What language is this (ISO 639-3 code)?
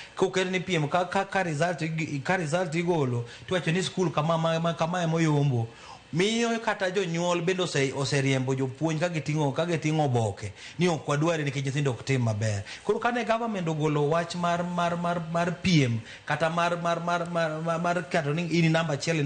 luo